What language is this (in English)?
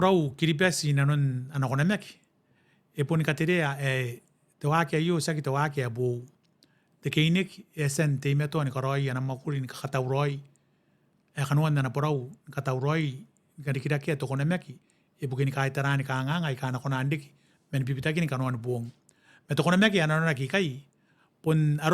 Gilbertese